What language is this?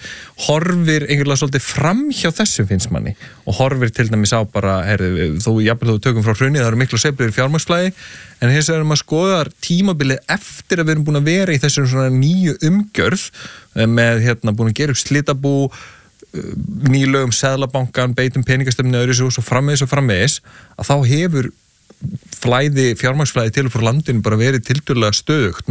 Icelandic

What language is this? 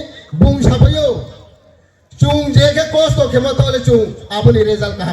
Riang (India)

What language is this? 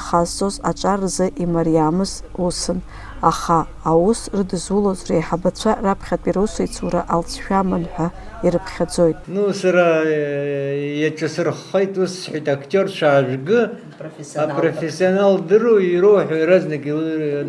Abkhazian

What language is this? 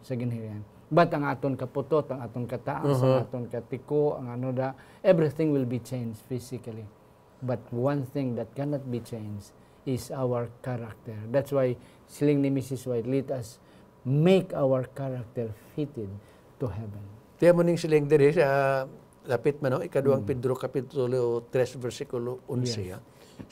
Hiligaynon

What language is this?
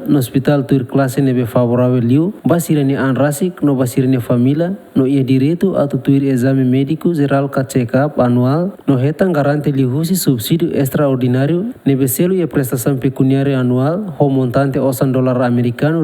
Tetum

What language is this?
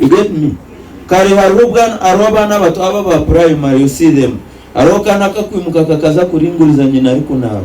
Nyankole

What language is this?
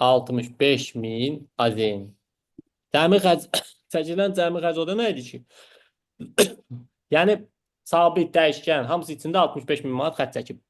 Azerbaijani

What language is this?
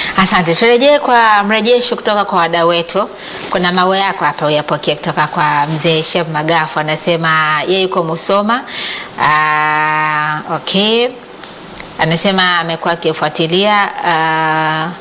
Swahili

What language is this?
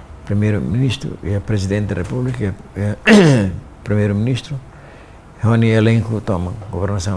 Tetum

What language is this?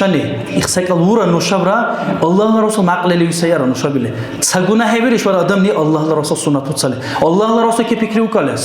Dargwa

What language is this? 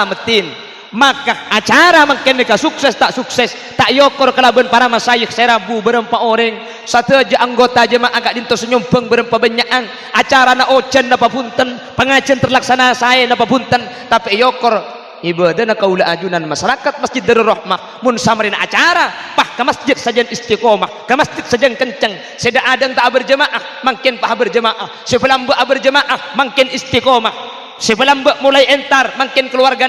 Madurese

